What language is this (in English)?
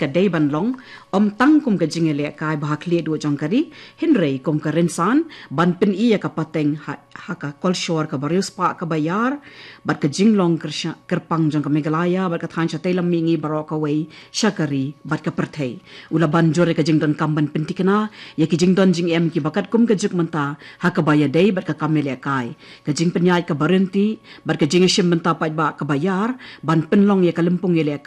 Khasi